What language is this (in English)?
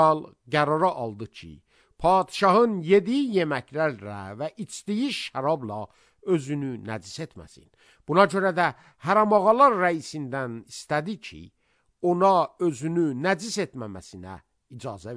Azerbaijani